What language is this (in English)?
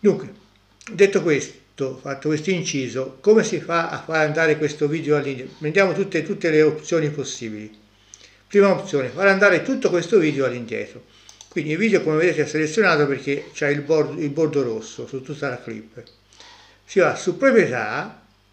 Italian